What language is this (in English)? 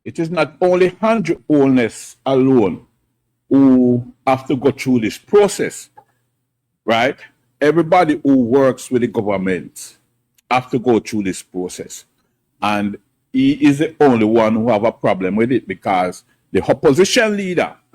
Jamaican Creole English